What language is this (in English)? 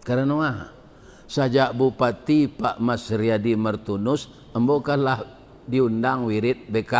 Minangkabau